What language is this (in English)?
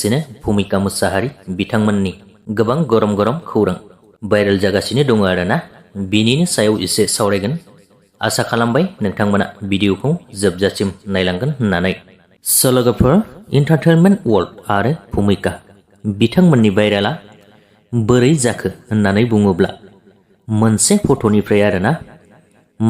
Bodo